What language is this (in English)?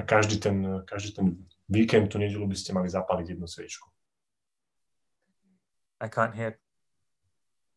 Slovak